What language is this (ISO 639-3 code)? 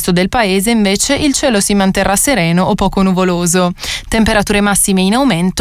ita